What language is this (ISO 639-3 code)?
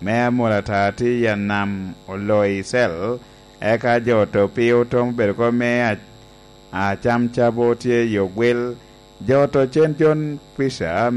laj